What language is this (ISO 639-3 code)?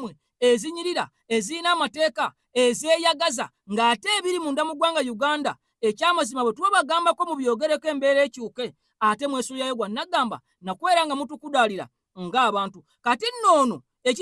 lug